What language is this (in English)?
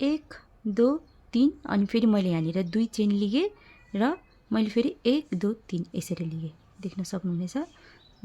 Nepali